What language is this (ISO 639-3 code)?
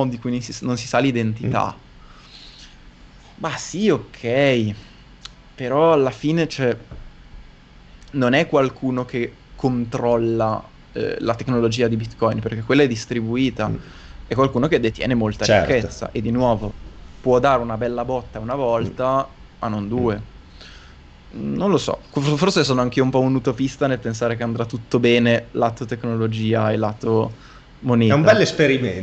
ita